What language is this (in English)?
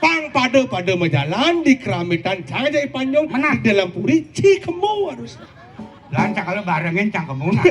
Balinese